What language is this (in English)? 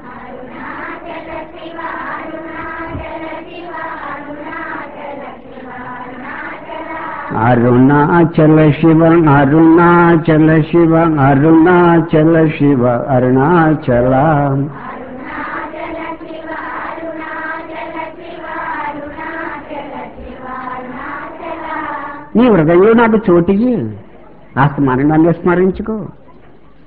Telugu